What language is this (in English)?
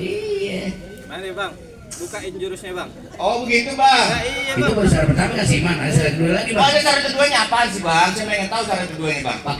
Betawi